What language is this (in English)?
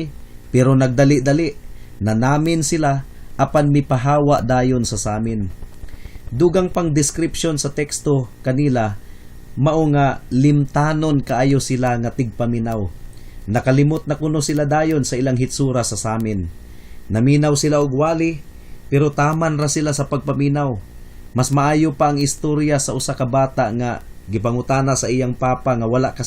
Cebuano